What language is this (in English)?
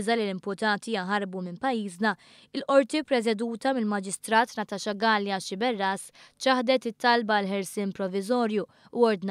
Maltese